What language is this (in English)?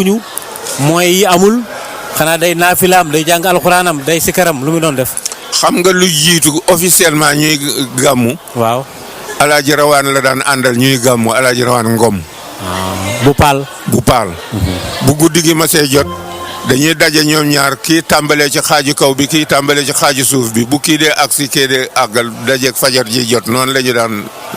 Wolof